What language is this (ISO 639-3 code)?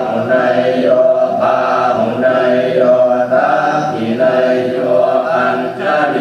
pli